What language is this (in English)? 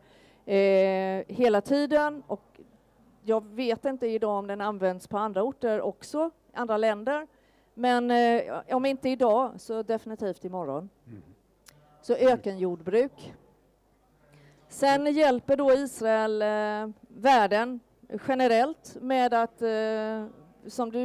Swedish